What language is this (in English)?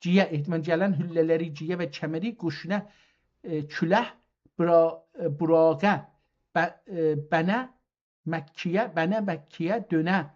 South Azerbaijani